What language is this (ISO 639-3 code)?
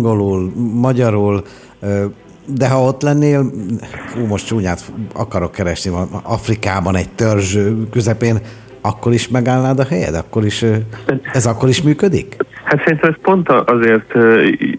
hun